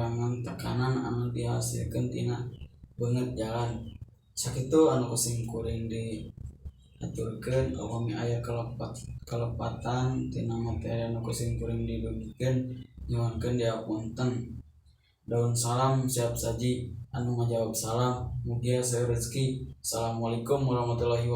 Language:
Sundanese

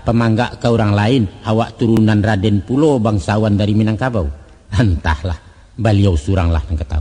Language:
Minangkabau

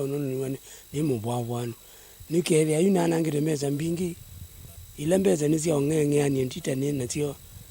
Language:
Kamba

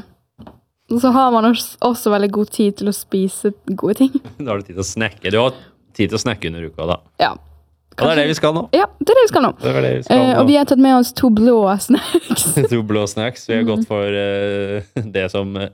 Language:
Norwegian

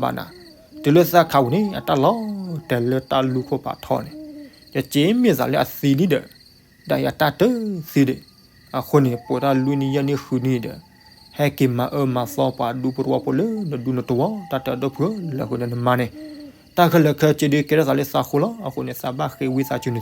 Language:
S'gaw Karen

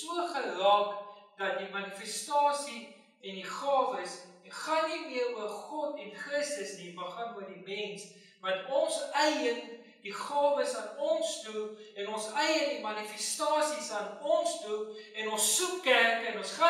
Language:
Afrikaans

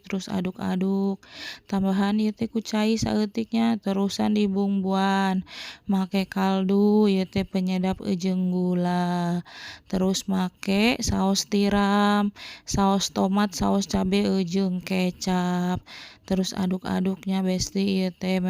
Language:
Sundanese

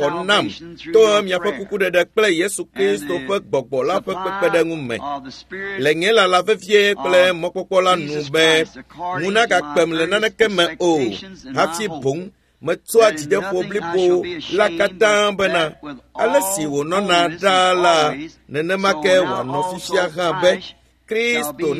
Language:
Ewe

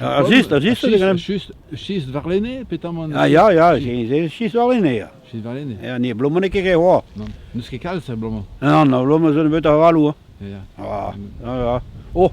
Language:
Breton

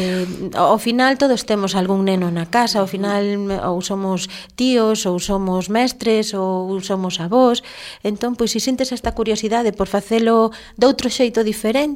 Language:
Galician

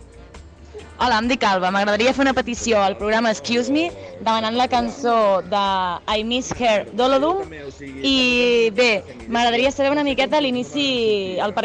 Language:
Catalan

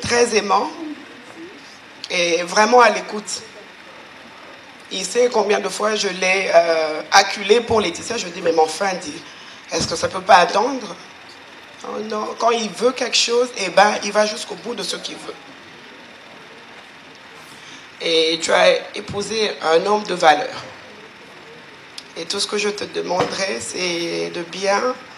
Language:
French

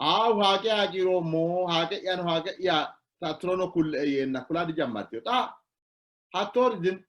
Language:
Sidamo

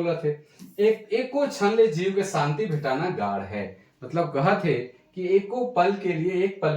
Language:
Sadri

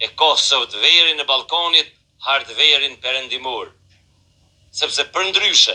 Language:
Albanian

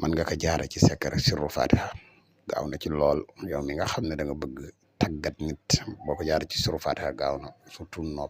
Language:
Wolof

